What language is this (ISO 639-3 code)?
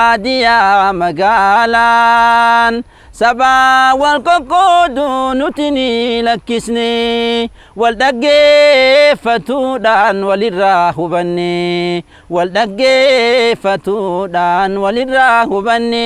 orm